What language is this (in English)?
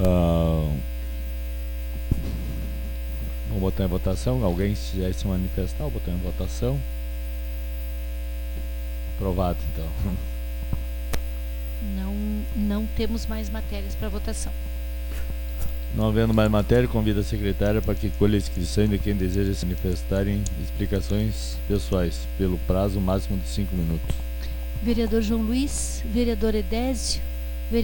Portuguese